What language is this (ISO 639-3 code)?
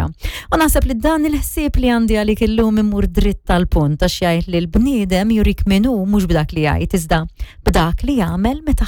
mlt